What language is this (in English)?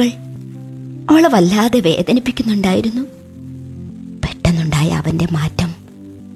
Malayalam